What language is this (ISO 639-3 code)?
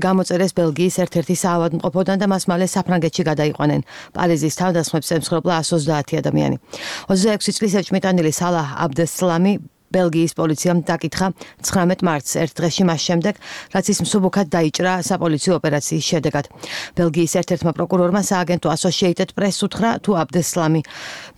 kat